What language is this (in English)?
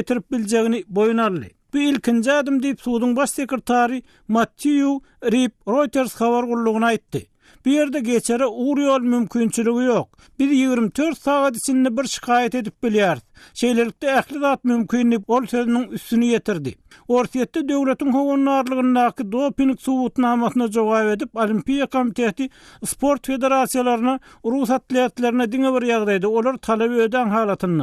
Turkmen